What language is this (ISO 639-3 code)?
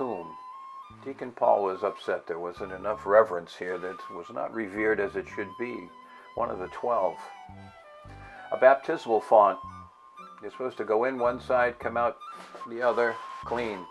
eng